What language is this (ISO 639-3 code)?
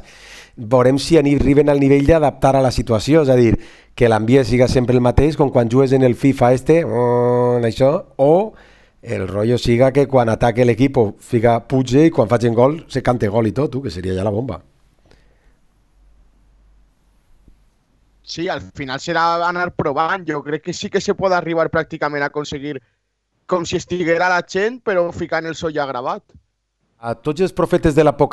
cat